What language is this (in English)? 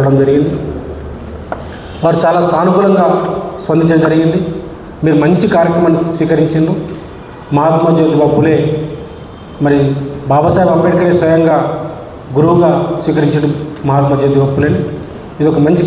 Telugu